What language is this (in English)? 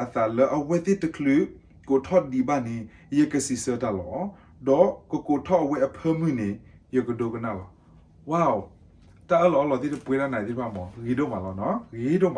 S'gaw Karen